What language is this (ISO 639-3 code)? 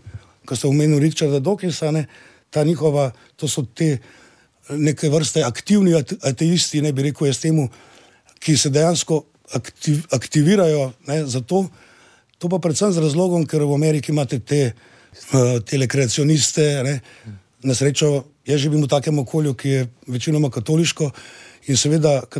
slv